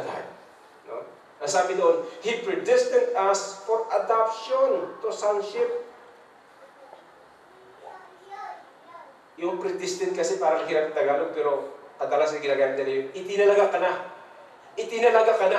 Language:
Filipino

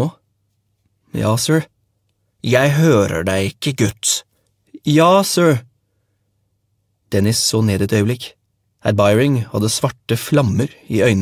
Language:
Norwegian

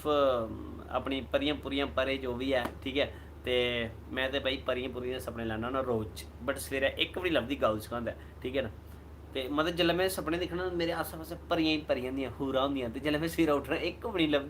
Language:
Dogri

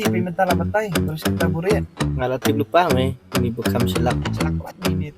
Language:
Khasi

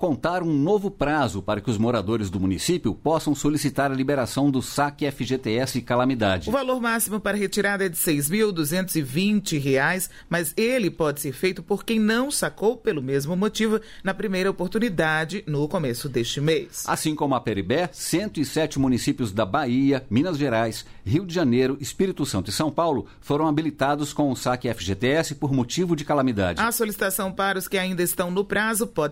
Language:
Portuguese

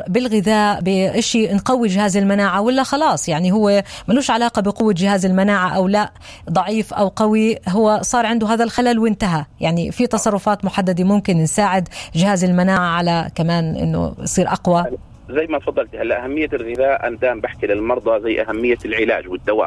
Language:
North Levantine Arabic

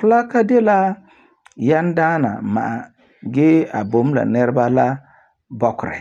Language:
Frafra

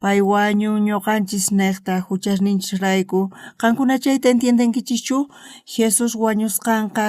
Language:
South Bolivian Quechua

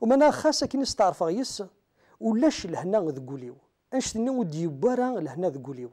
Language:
Kabyle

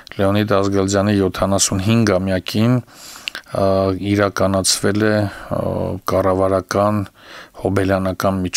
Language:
Armenian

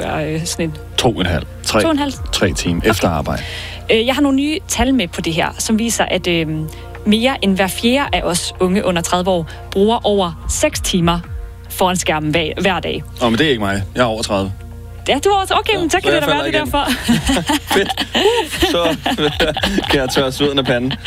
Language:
Danish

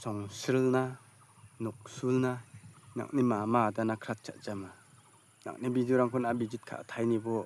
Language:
Garo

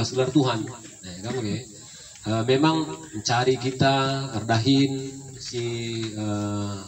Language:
Batak Karo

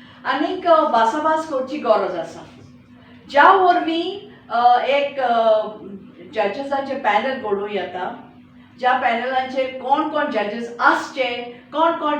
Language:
Konkani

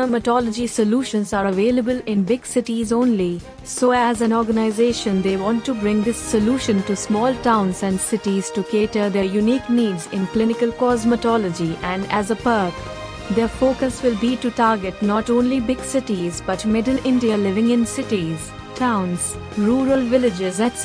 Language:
English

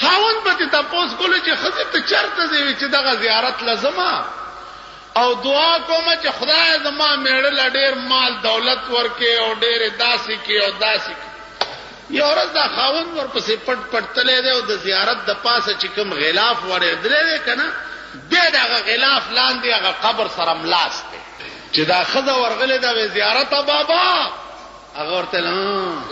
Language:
Pashto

